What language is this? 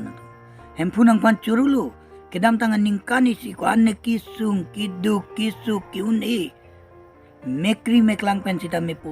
Karbi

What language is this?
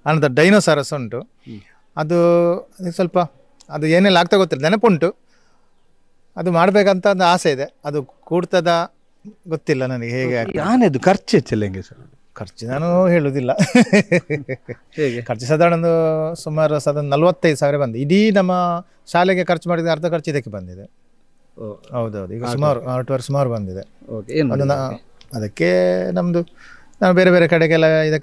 Kannada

